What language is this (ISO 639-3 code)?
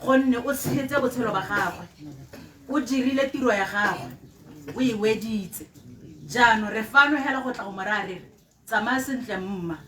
tsn